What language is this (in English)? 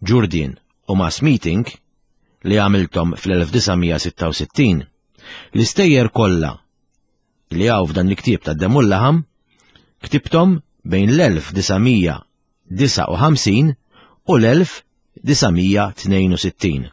Maltese